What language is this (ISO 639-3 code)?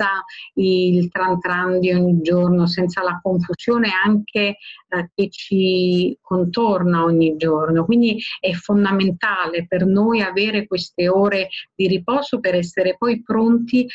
ita